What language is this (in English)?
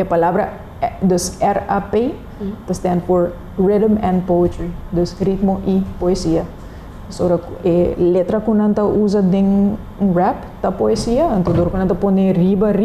Papiamento